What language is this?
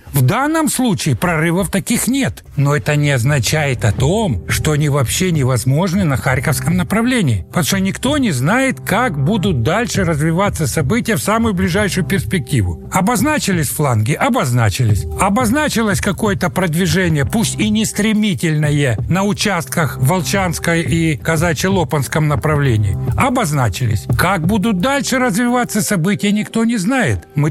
Russian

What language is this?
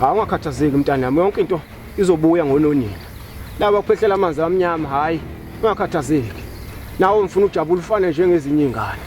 Zulu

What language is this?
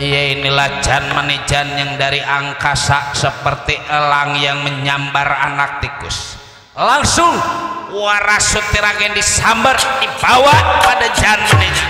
Betawi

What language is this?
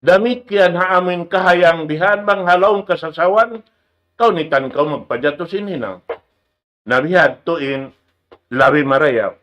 Tausug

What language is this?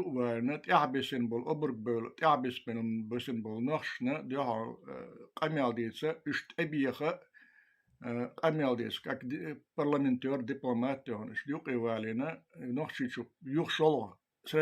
Chechen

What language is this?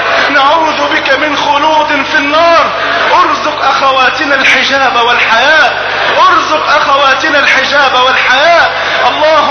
Arabic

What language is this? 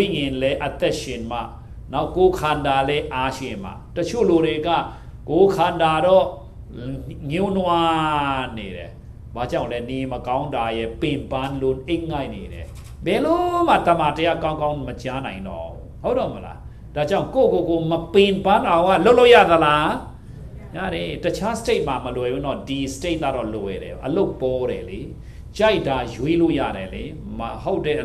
Burmese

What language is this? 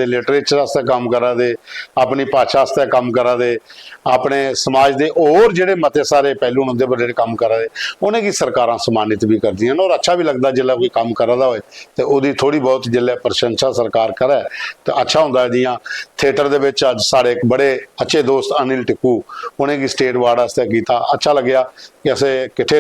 Dogri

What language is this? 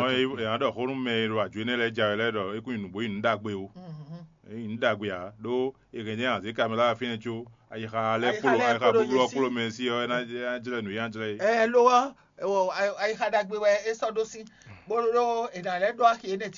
Fon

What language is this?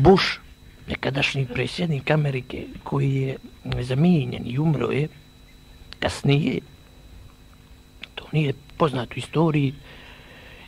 Bosnian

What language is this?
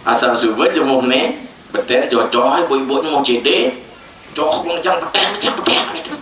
Balinese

